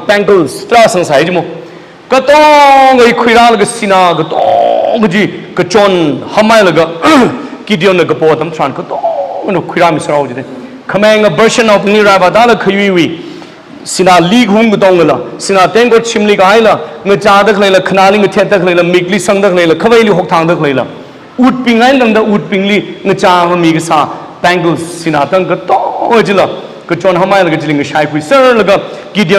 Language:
Tangkhul Naga (India)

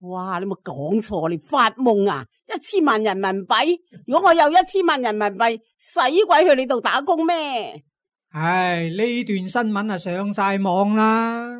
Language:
Cantonese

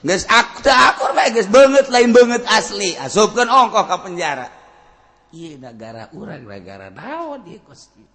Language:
Sundanese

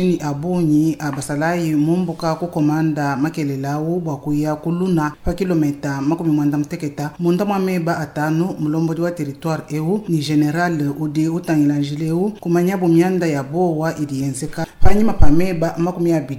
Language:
Luba-Lulua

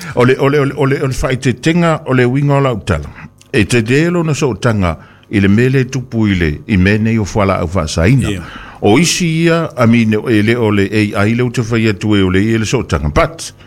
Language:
Samoan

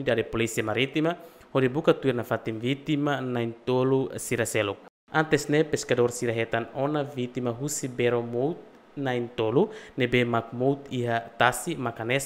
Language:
Tetum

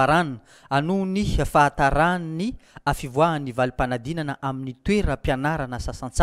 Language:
Malagasy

